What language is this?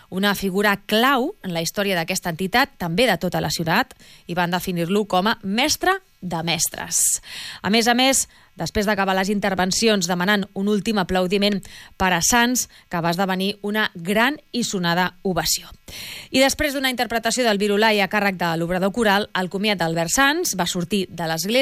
Catalan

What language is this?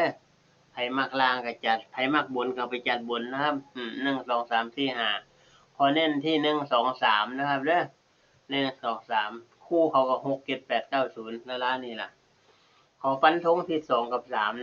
Northeastern Thai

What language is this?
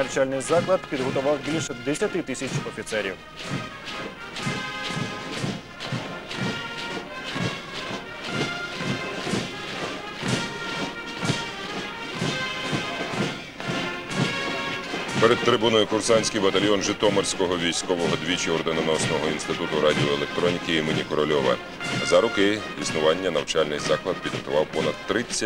Ukrainian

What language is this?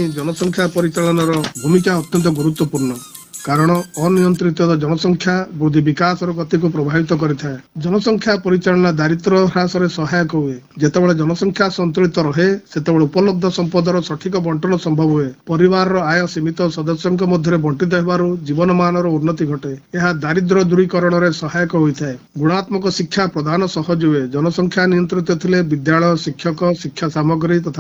Odia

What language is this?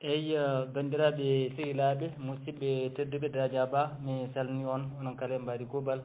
Fula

